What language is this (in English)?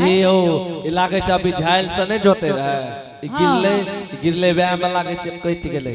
Angika